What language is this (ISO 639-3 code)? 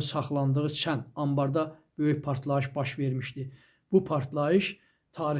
aze